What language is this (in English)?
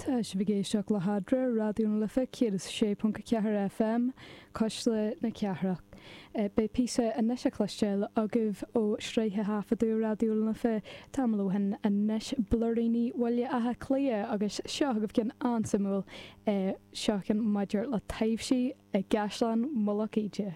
Irish